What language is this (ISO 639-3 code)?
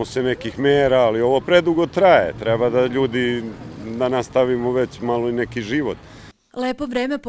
srp